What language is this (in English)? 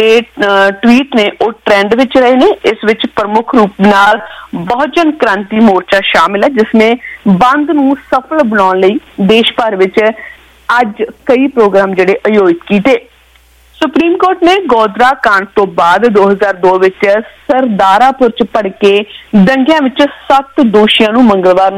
Punjabi